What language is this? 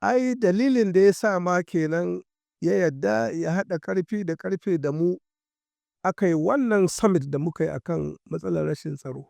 Hausa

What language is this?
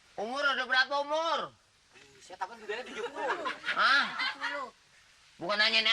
Betawi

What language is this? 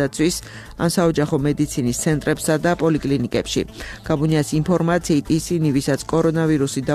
Georgian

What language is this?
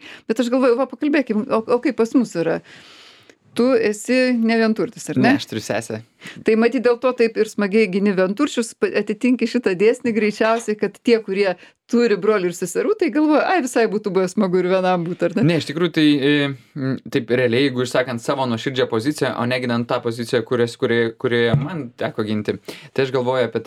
Lithuanian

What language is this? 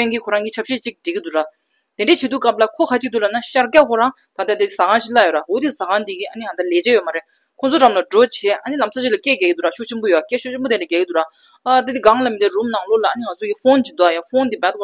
Tibetan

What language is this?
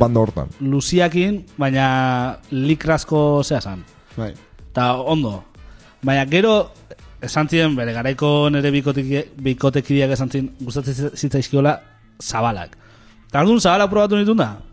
Basque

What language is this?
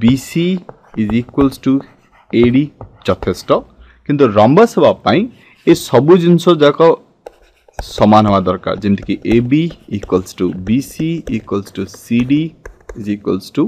Odia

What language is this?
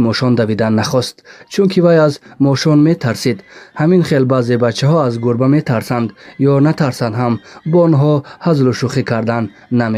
Tajik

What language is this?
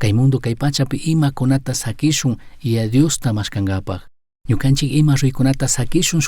Chimborazo Highland Quichua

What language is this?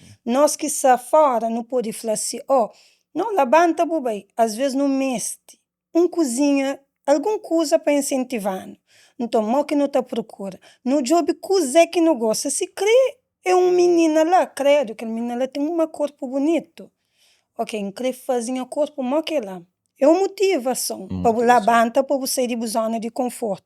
Kabuverdianu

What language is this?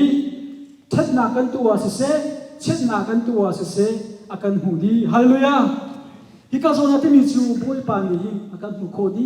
Hakha Chin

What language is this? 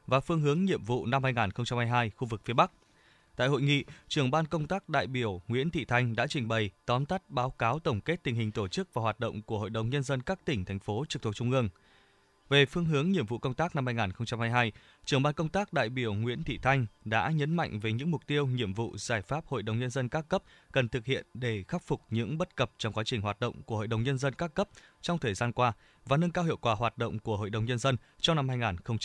Vietnamese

